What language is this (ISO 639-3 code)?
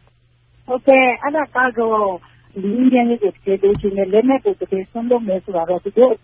mya